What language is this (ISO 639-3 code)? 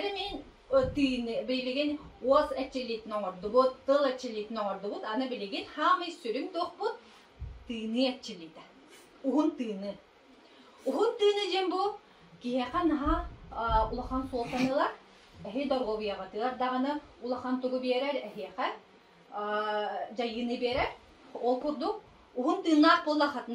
sah